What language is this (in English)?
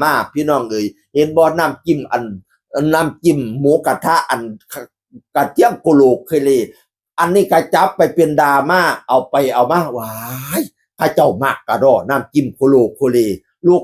Northeastern Thai